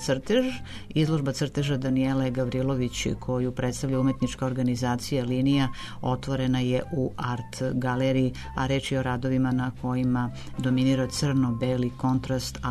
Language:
Serbian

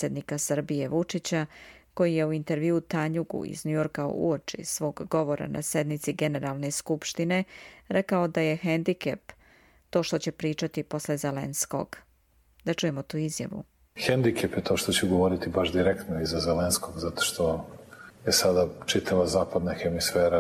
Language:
Serbian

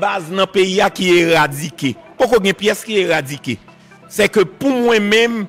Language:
Haitian Creole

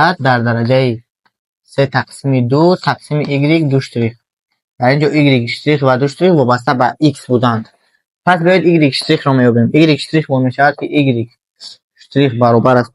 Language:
Tajik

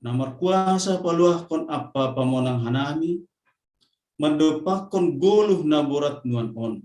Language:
Batak Simalungun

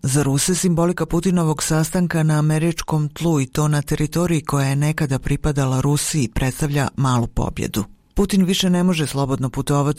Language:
Bosnian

